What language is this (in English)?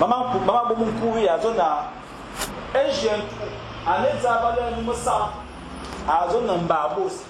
Fang